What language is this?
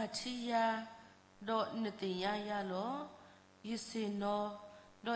S'gaw Karen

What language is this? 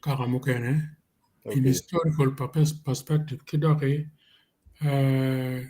Acoli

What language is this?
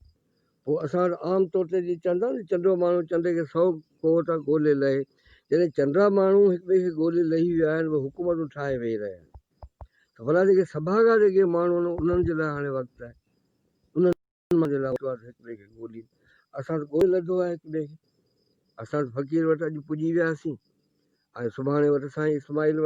Sindhi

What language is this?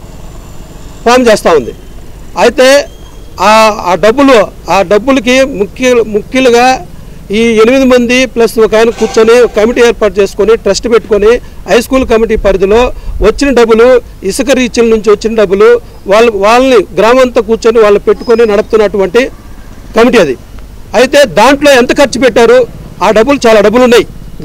Telugu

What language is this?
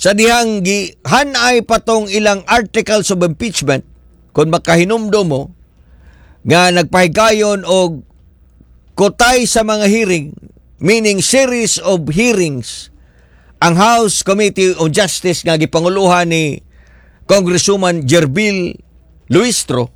Cebuano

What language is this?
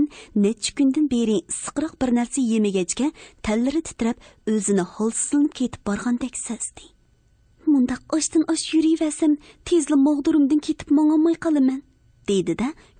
Uyghur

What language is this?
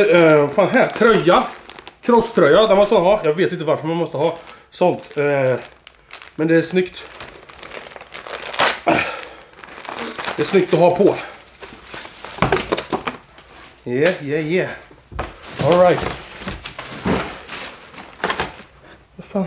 Swedish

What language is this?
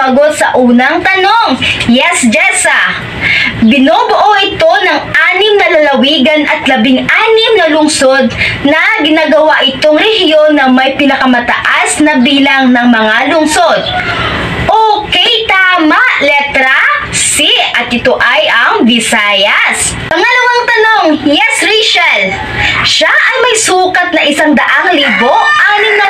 Filipino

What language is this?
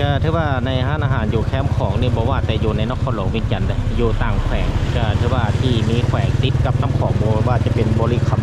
Lao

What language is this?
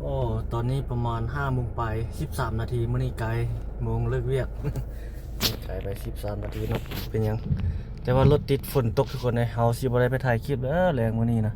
Lao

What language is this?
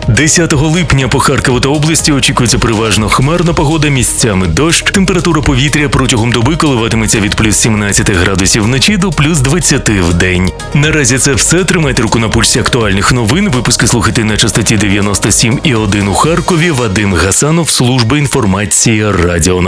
Ukrainian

